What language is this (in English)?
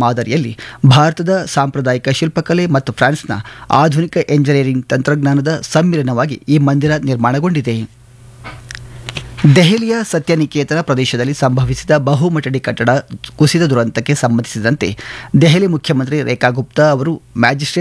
Kannada